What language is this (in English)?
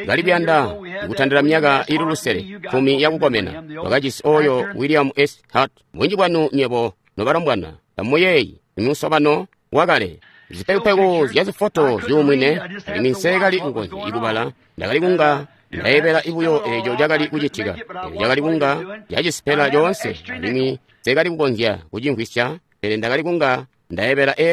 Tonga (Zambia)